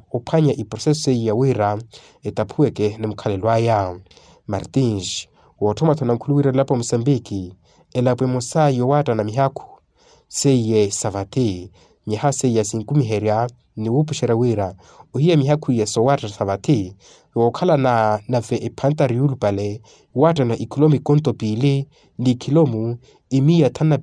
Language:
Makhuwa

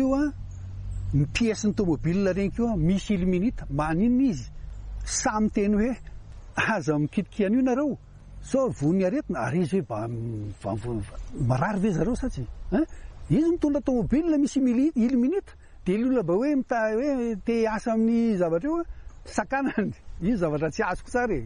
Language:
Malagasy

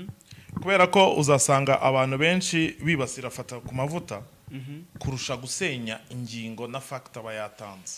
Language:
Kinyarwanda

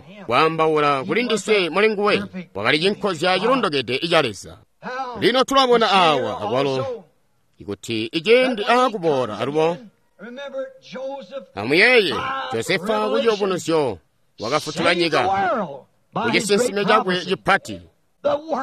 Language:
Tonga (Zambia)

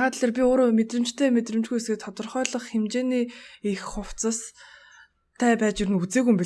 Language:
Mongolian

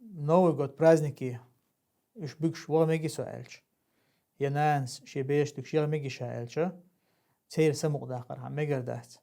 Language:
Chechen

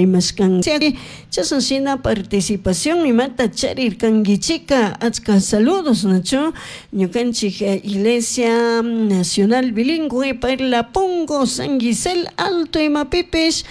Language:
Chimborazo Highland Quichua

